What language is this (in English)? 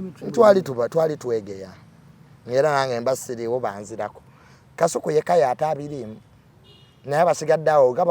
Ganda